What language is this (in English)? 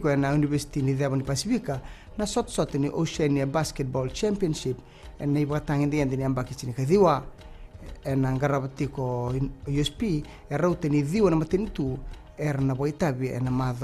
Fijian